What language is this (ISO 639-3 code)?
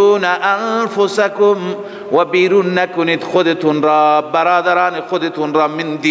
fas